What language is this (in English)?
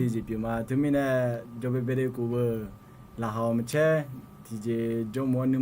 Akha